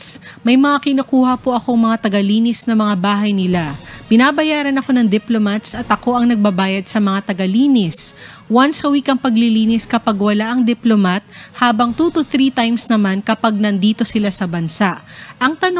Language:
Filipino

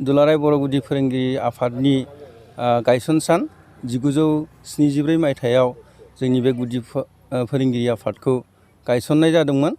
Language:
Bodo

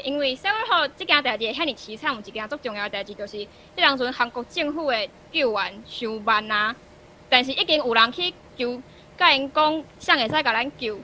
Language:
Min Nan Chinese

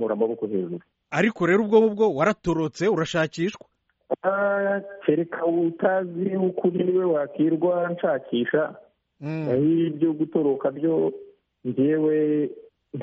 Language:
Kinyarwanda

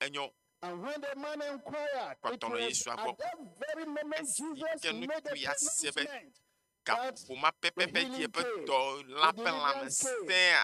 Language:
Ewe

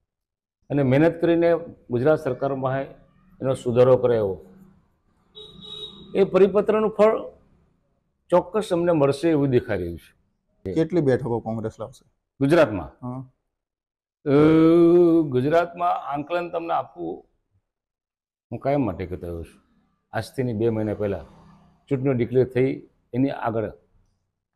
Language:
Gujarati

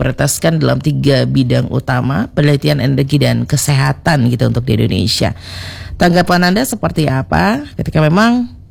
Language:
Indonesian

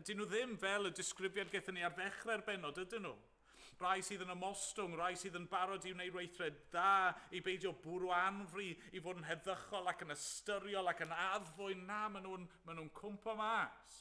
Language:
Welsh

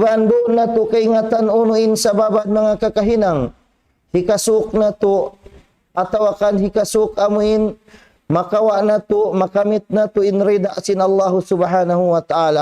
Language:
Tausug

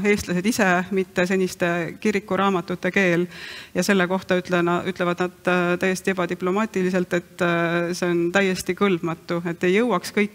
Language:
Estonian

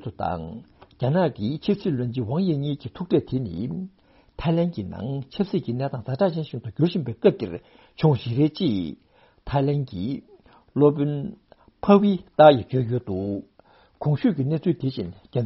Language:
Tibetan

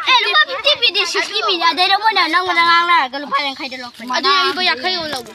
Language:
Manipuri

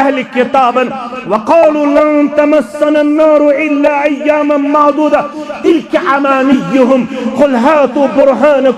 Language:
Kashmiri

